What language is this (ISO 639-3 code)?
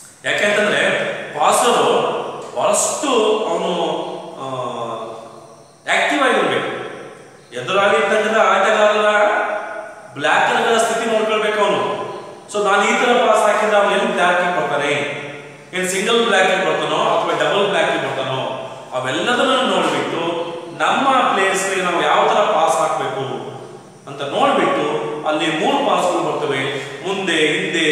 kan